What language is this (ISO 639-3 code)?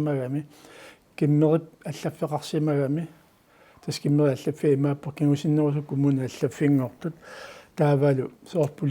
kal